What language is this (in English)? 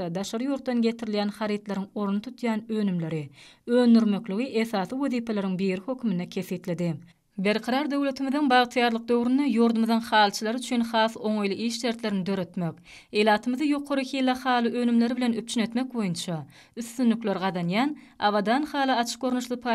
Turkmen